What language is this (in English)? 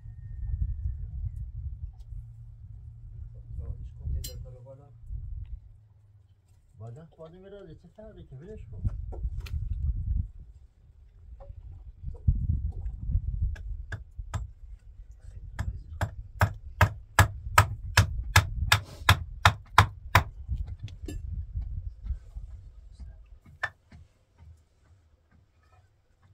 Persian